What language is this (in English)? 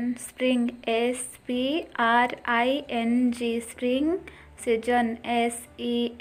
Odia